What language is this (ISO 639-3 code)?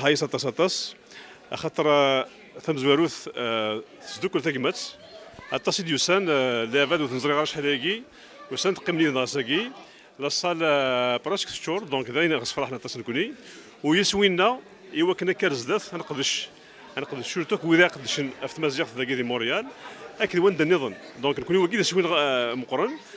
kab